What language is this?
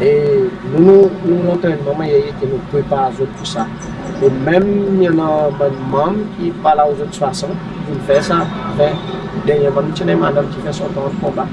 Seselwa Creole French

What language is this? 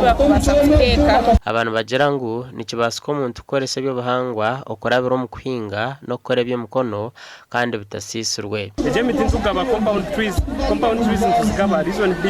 Nyankole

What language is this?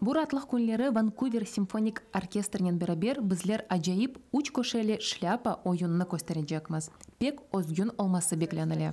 Crimean Tatar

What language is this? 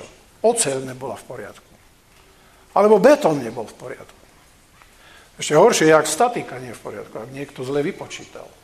Slovak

